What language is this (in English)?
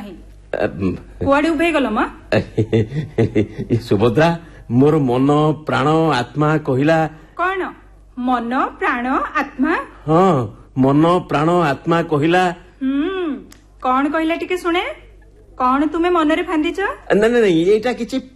Odia